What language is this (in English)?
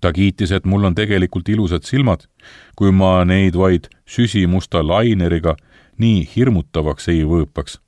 Estonian